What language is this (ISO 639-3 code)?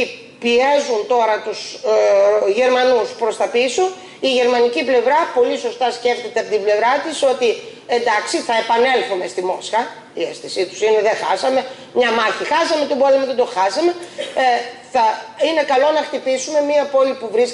ell